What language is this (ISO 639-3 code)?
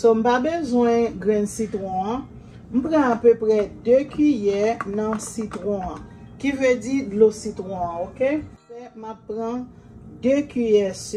hat